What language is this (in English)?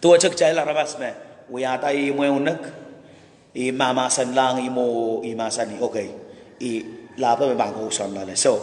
Pohnpeian